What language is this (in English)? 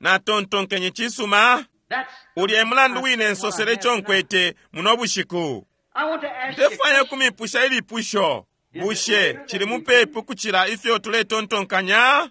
Bemba